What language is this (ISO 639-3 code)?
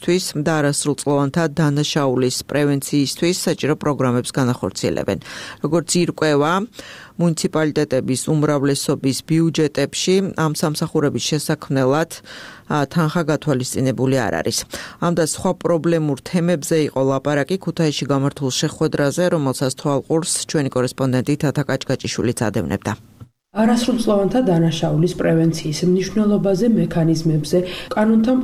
kat